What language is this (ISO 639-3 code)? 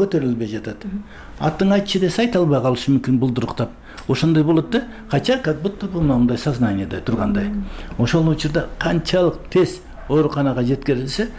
kir